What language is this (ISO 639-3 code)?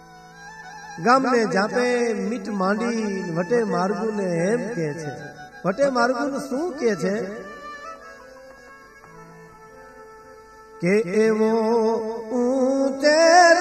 guj